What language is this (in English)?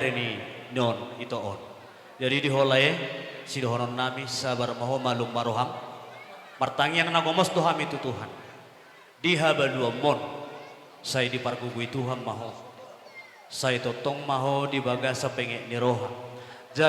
Batak Toba